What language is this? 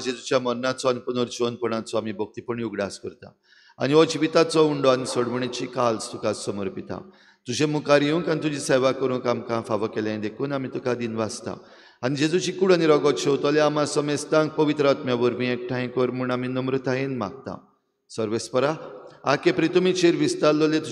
Konkani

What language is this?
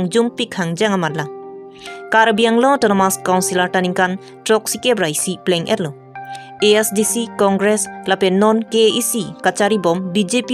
Karbi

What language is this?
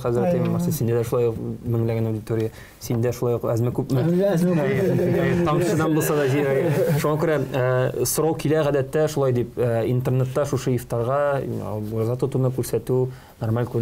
Tatar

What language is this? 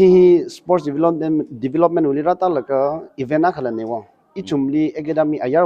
Tangkhul Naga (India)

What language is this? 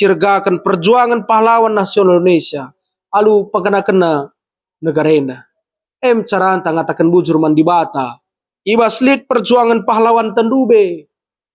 Batak Karo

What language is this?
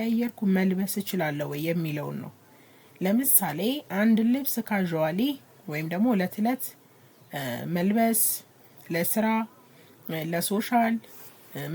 Amharic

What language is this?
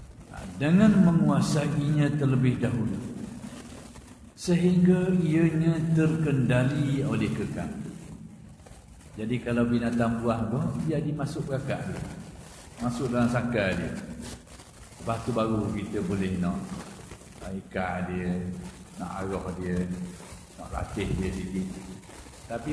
Malay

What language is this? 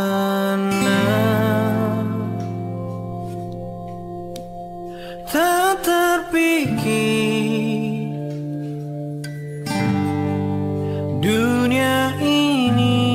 Indonesian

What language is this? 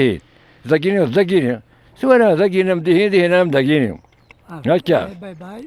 Kabyle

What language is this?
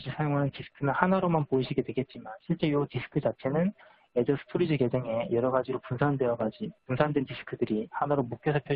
Korean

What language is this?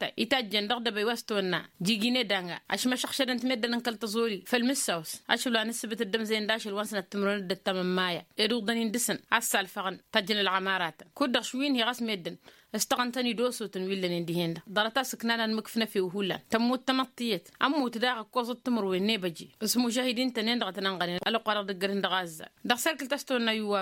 Tamasheq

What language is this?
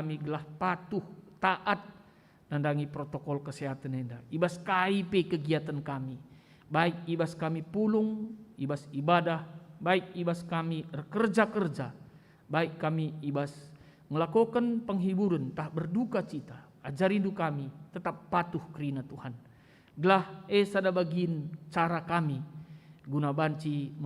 Batak Karo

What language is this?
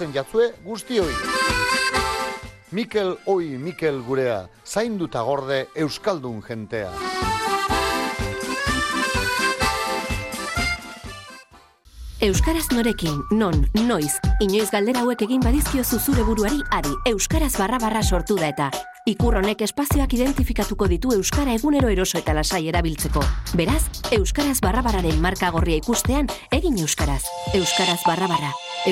Basque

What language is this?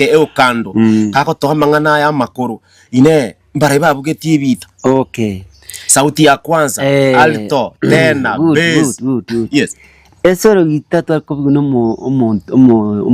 Gusii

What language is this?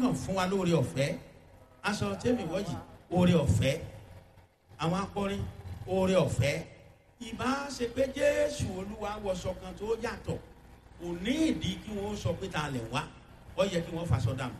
Yoruba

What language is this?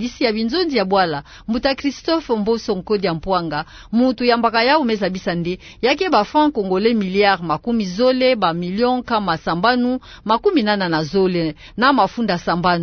Kituba (Democratic Republic of Congo)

